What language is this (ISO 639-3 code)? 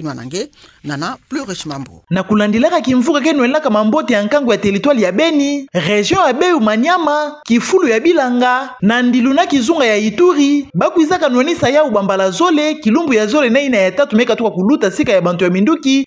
ktu